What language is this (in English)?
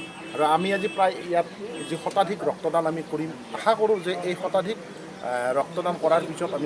Assamese